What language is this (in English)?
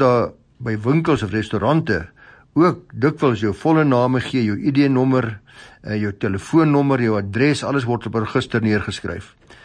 Afrikaans